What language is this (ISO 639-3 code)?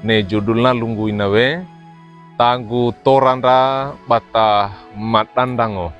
wew